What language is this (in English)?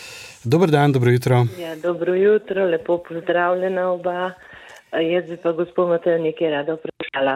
Slovenian